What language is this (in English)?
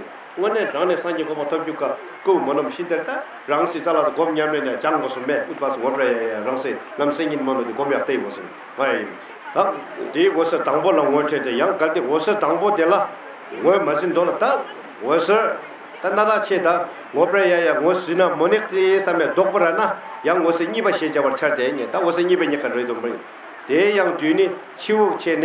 Tibetan